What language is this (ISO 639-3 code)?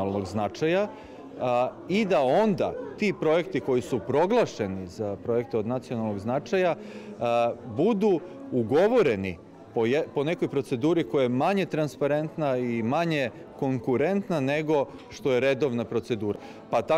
srp